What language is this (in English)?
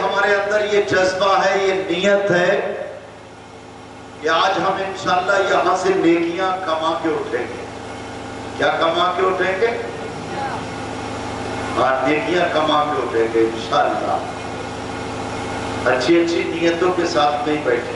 Urdu